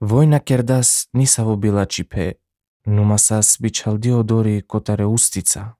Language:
Macedonian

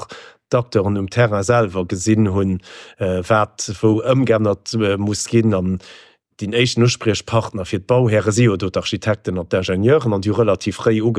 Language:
Luxembourgish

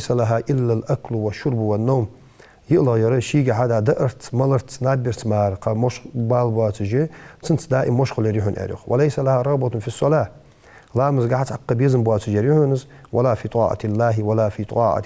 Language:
Ingush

